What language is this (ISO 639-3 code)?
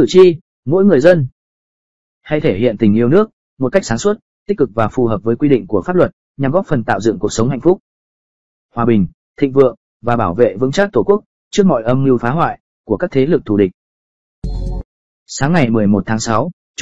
vie